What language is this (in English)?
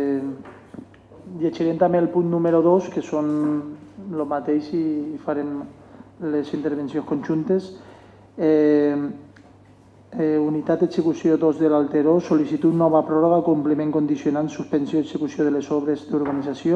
Catalan